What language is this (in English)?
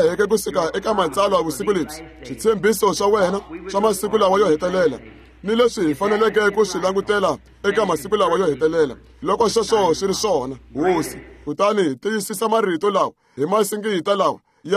Tsonga